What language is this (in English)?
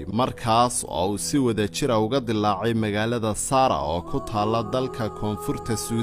Somali